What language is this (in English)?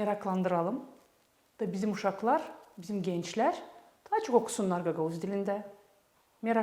Gagauz